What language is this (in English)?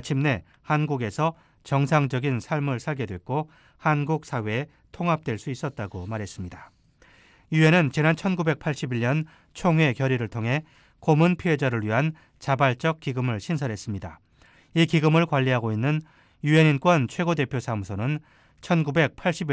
Korean